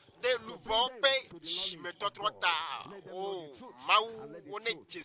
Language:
Ewe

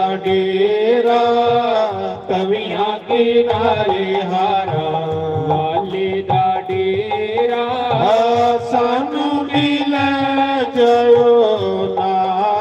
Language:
Dogri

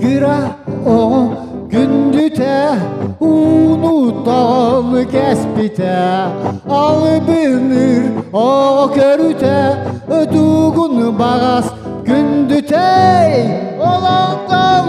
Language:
Yakut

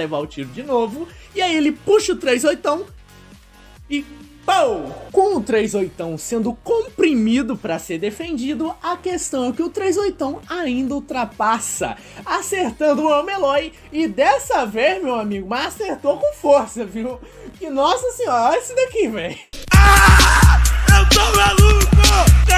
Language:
Portuguese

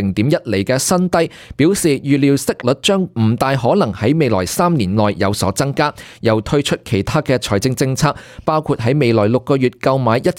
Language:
Cantonese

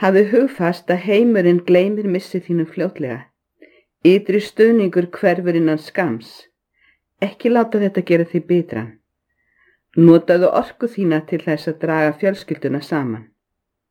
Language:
Icelandic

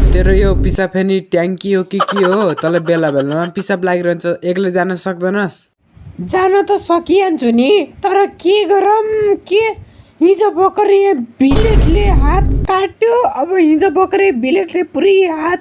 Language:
Nepali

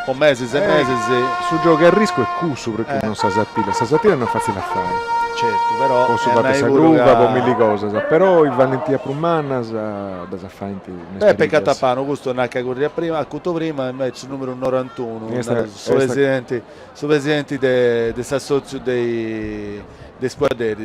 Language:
Sardinian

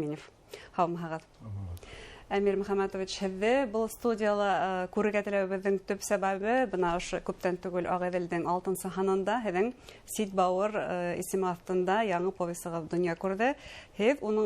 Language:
Bashkir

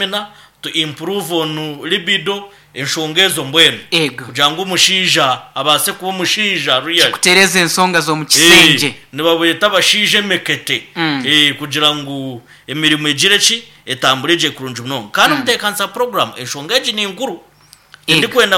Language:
Nyankole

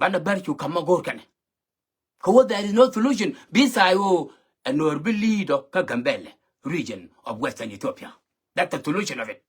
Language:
Nuer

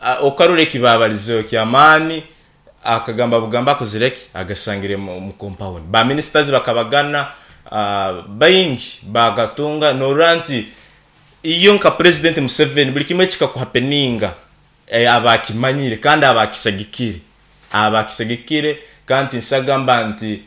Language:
Nyoro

